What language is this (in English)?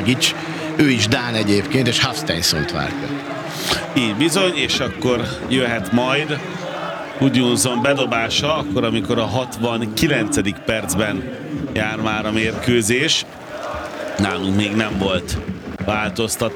Hungarian